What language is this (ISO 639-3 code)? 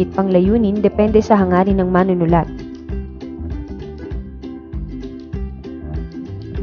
fil